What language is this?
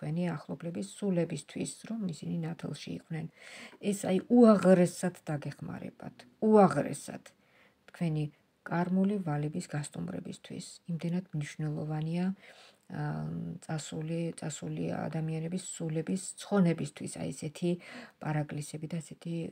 Georgian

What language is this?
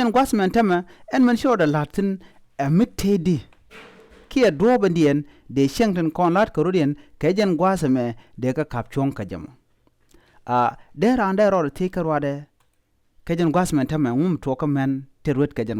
Nuer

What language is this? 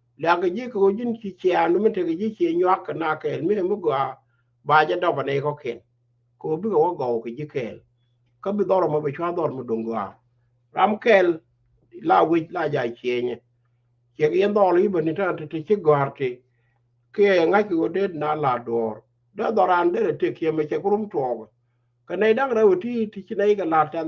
Nuer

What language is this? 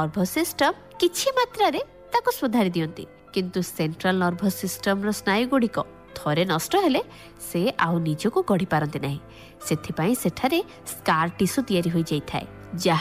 Odia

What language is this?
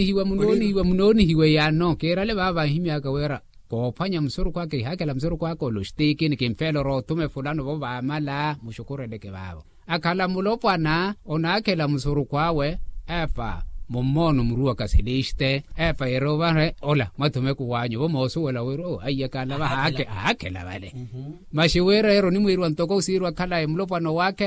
Makhuwa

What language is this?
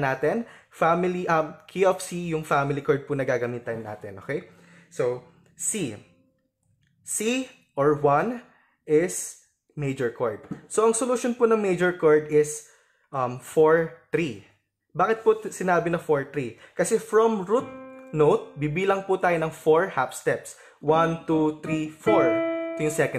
Filipino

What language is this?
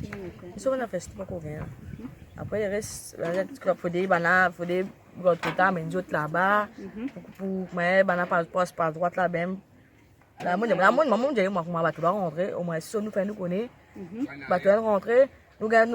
Morisyen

